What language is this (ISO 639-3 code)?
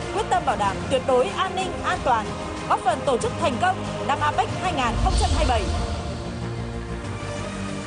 vie